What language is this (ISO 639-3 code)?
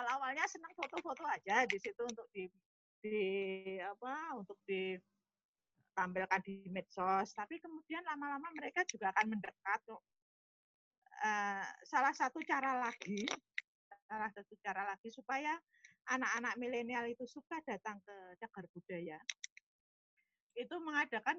ind